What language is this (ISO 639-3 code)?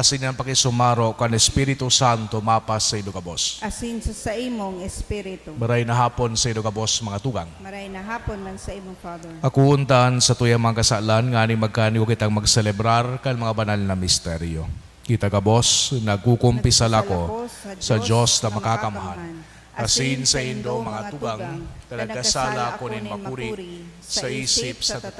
bik